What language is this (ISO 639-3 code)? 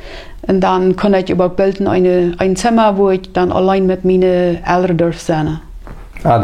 pdt